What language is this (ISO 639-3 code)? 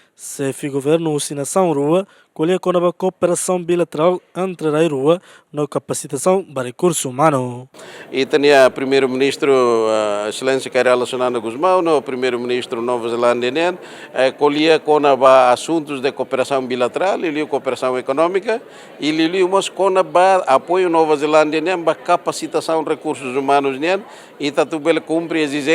tet